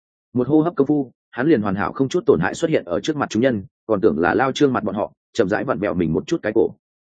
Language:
Vietnamese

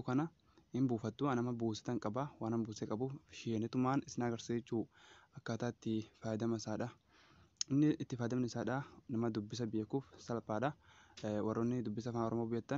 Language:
Oromo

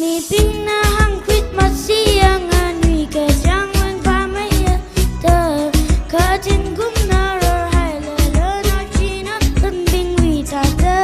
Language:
Tangkhul Naga (India)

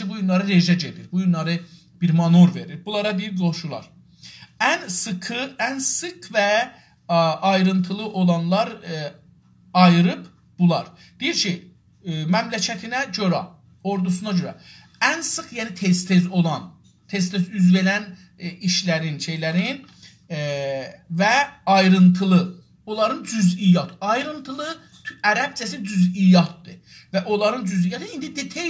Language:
South Azerbaijani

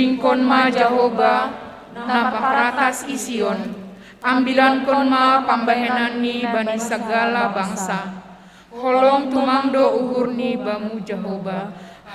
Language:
Batak Simalungun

